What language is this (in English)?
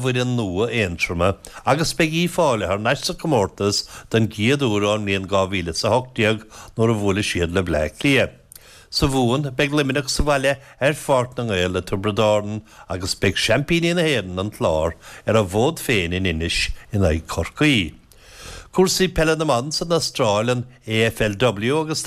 Irish